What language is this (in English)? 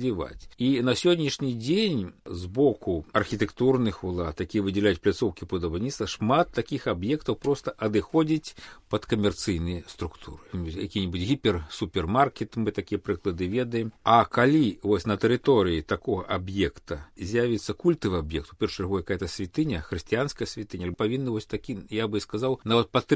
Belarusian